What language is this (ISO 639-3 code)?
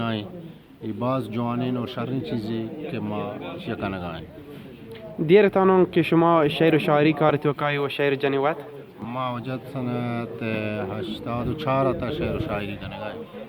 bal